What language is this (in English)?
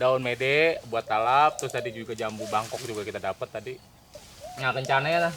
Betawi